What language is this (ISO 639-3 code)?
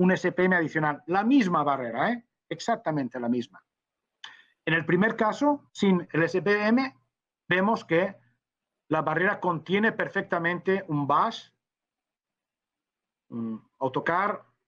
spa